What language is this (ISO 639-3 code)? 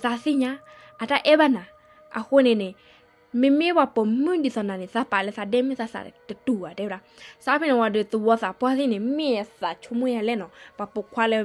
ksw